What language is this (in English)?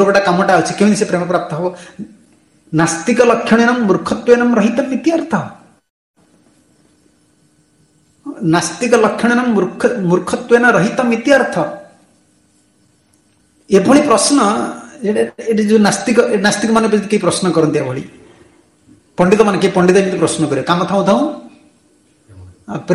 Odia